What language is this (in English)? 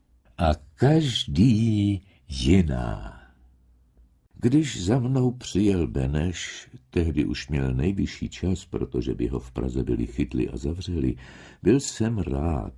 Czech